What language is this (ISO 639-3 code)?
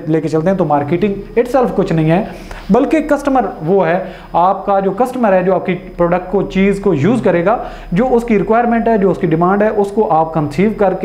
hin